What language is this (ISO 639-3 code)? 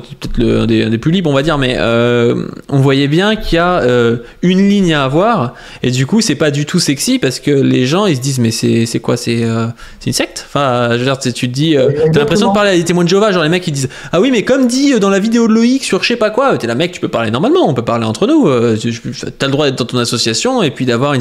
fra